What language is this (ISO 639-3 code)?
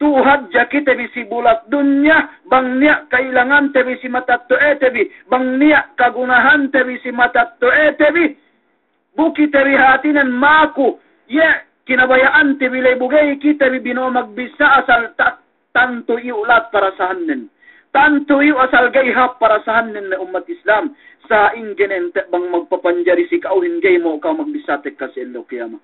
yka